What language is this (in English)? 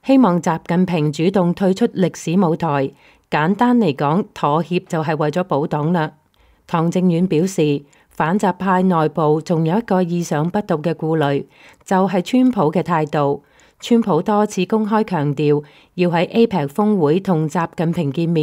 Cantonese